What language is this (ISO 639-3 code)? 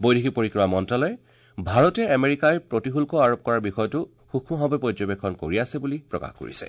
asm